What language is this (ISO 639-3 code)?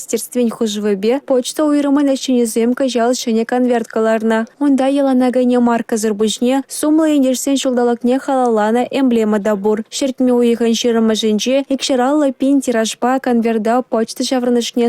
chv